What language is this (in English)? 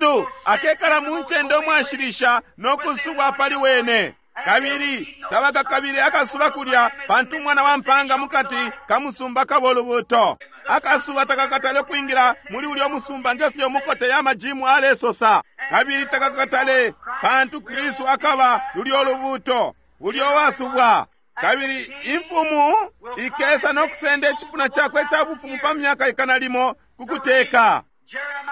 Bemba